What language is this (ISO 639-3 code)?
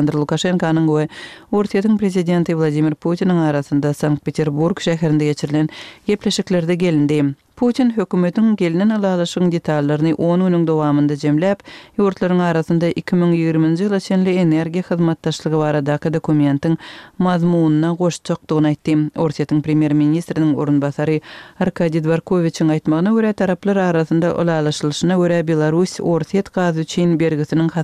tuk